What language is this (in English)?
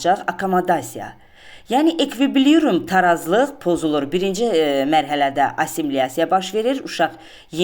Azerbaijani